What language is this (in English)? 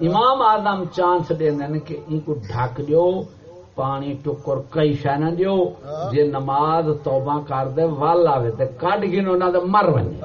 Saraiki